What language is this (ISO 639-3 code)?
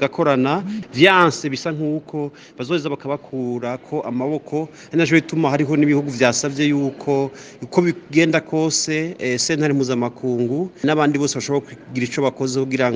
run